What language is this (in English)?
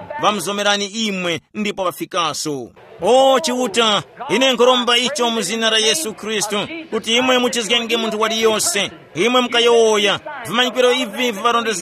Tumbuka